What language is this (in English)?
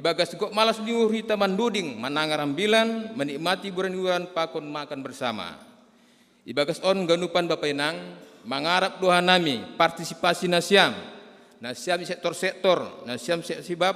Batak Simalungun